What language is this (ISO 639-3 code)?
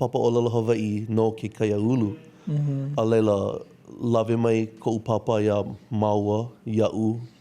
haw